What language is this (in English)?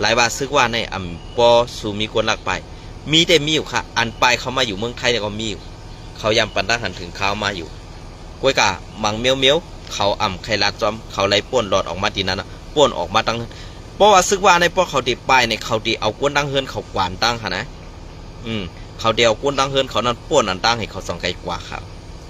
Shan